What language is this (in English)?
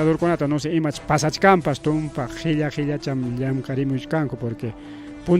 Ayacucho Quechua